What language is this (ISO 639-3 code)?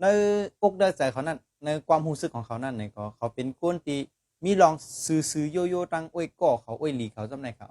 shn